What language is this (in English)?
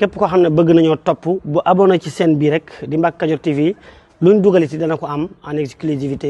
Wolof